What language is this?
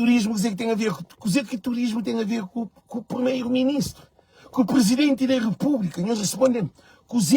Kabuverdianu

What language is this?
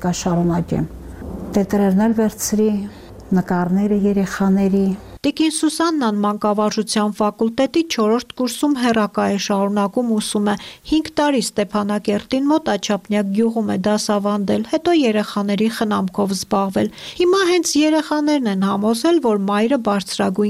Armenian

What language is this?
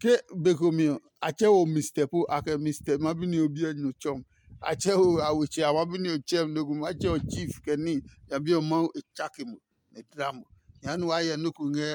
Adangme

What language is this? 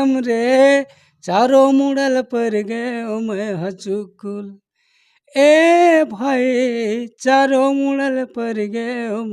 Chhattisgarhi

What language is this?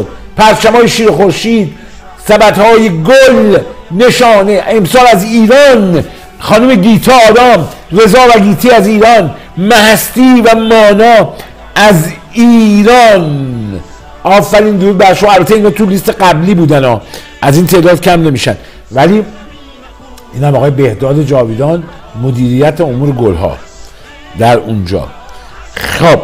Persian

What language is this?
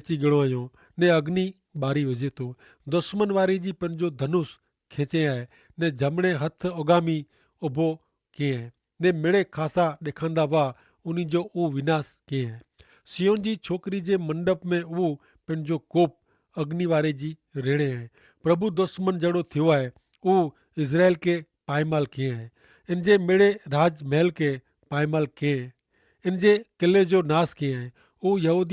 Kachhi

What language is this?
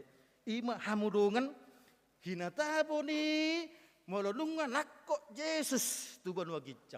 Batak Toba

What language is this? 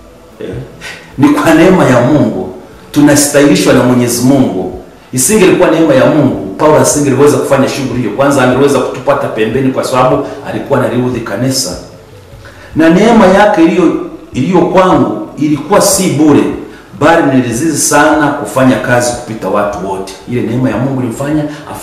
Swahili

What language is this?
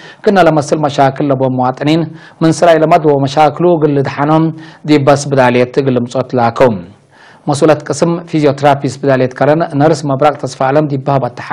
Tigre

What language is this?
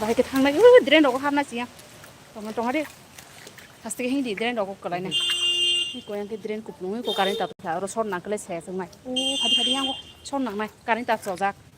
Kok Borok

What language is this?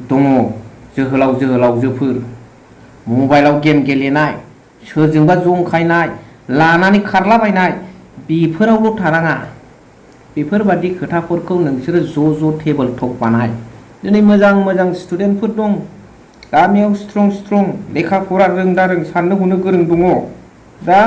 Bodo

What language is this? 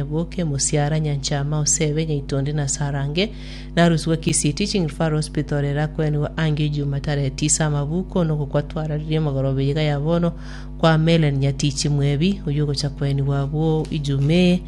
Gusii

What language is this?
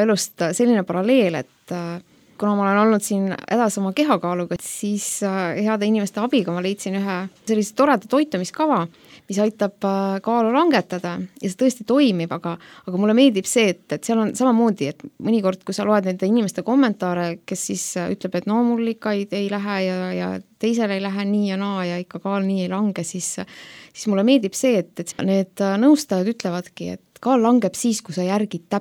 Estonian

